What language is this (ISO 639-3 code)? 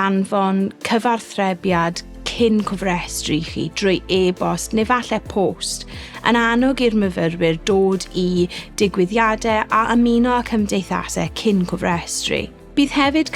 cym